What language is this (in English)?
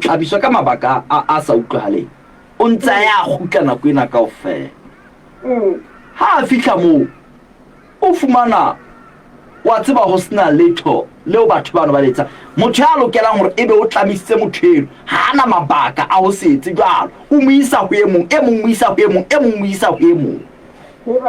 Southern Sotho